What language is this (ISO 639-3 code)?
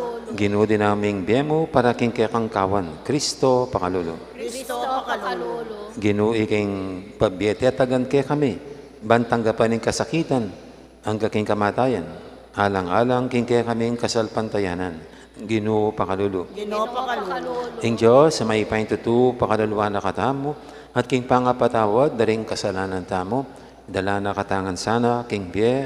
pam